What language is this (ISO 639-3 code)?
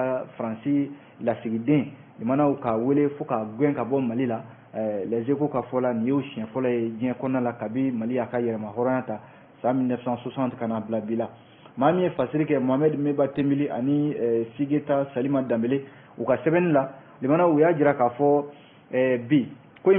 bam